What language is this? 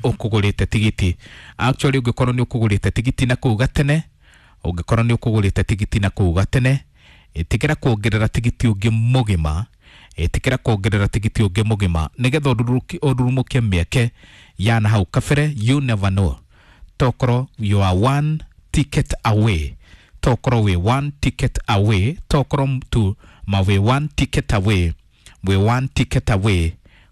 Kikuyu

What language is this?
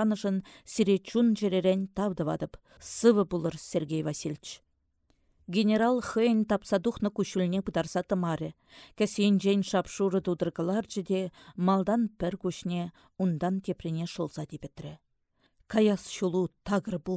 Chuvash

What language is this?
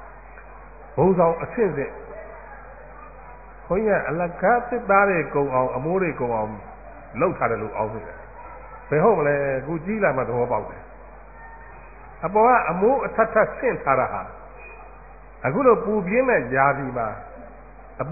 Burmese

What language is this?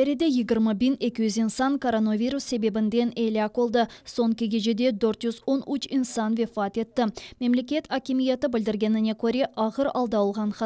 Crimean Tatar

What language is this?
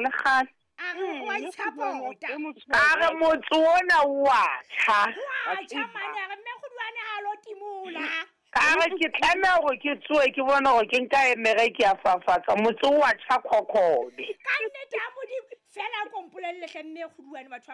Southern Sotho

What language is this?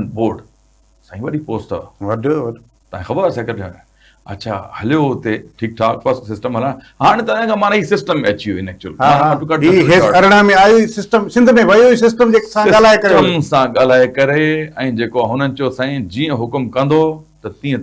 Sindhi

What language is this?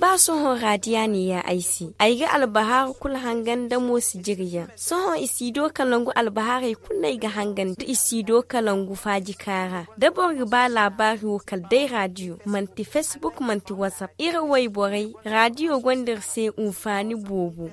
Zarma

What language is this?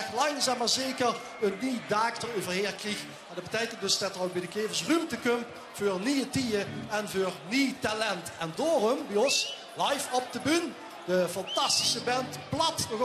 Limburgish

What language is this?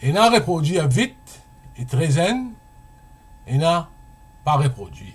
Morisyen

